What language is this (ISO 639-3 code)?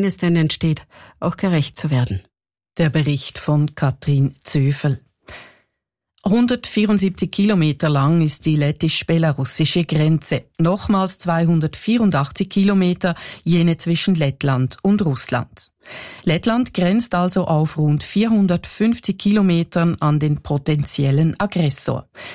deu